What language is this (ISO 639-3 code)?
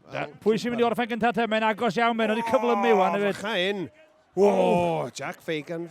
cym